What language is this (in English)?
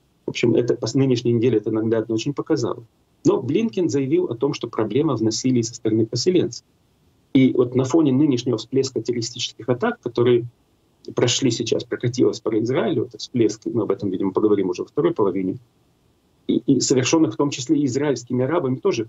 Russian